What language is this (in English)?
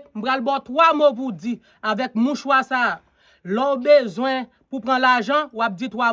Haitian Creole